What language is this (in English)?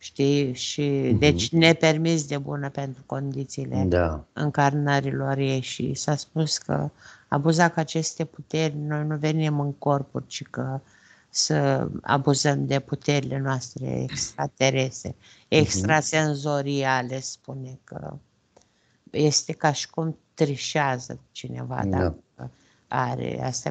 Romanian